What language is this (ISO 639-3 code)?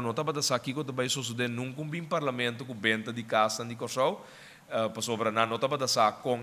por